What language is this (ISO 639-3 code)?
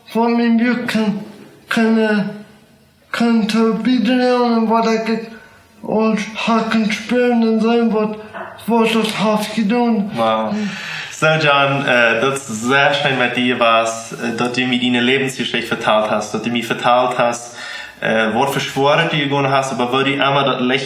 pdt